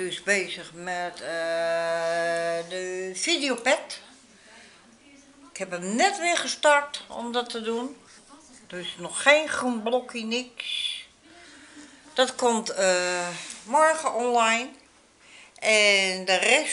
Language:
Dutch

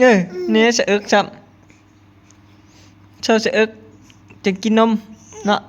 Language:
Northeastern Thai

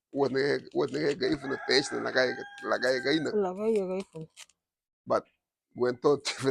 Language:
Garifuna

